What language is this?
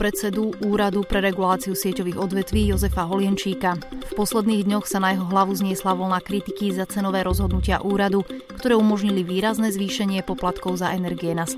Slovak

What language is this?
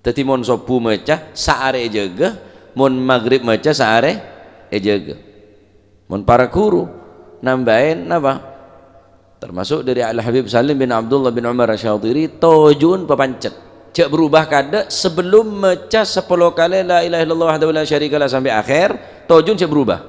Madurese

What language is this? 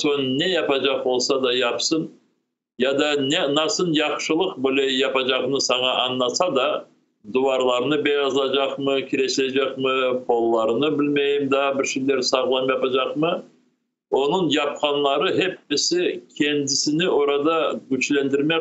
Crimean Tatar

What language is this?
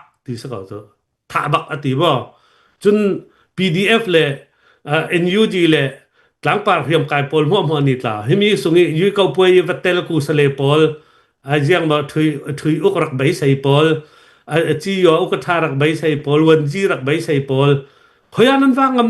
Hakha Chin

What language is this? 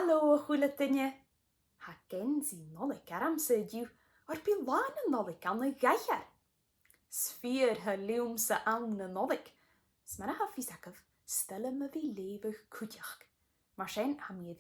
Scottish Gaelic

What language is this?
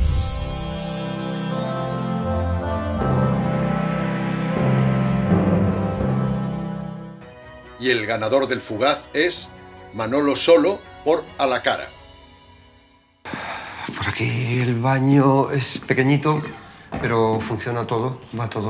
Spanish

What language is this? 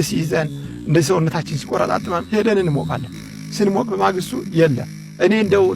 Amharic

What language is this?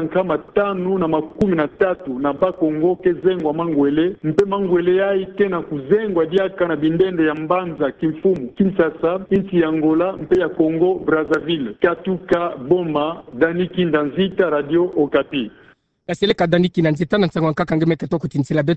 Kituba (Democratic Republic of Congo)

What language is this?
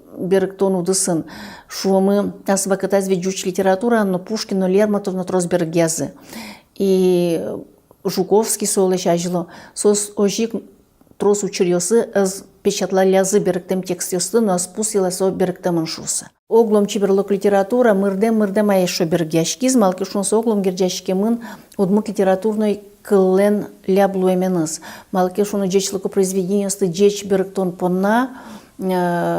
Udmurt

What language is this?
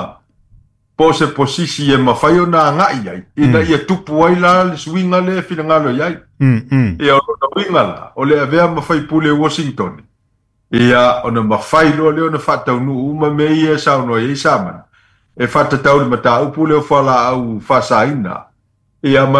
Samoan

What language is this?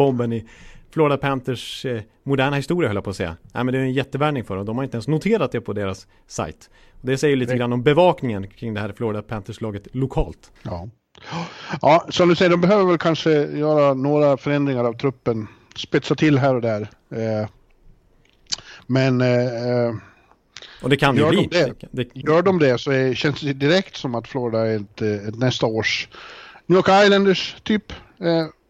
Swedish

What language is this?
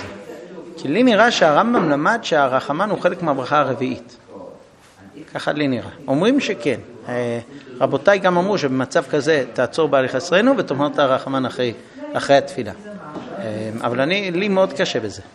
Hebrew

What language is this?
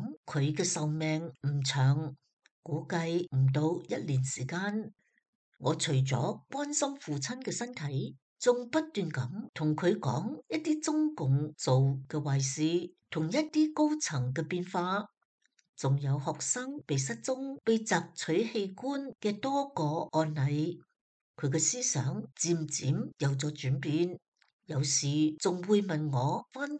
Cantonese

